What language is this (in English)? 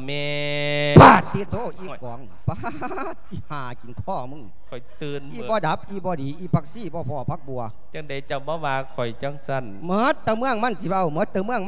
Lao